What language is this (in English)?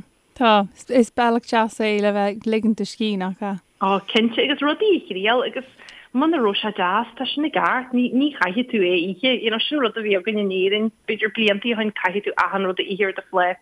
Irish